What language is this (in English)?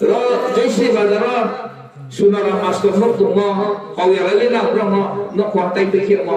Riang (India)